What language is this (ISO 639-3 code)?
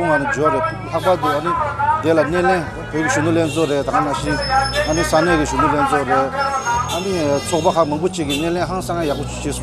bod